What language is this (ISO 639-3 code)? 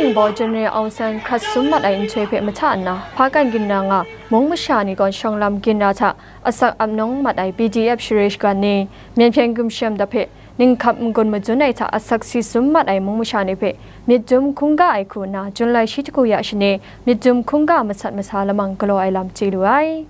kac